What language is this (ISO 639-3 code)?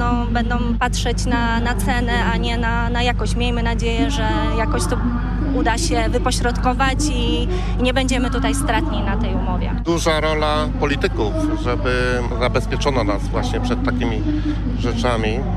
pol